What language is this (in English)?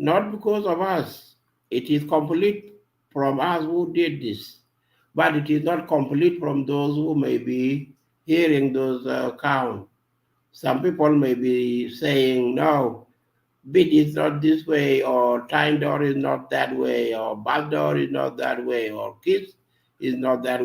Nuer